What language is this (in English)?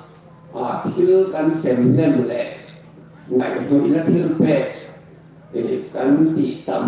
Hmar